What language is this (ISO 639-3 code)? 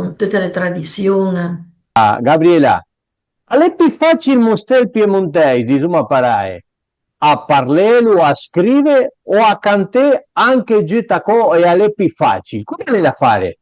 pms